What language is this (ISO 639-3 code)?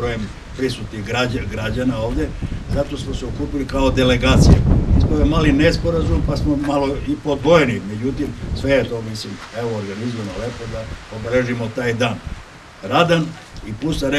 srp